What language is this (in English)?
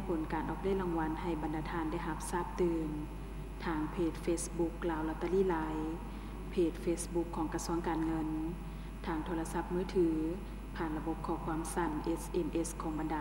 Lao